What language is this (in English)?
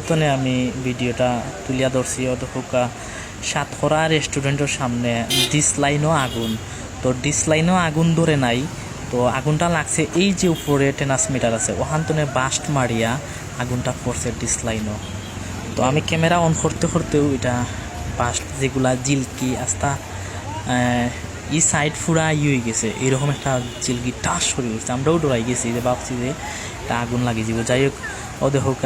Sylheti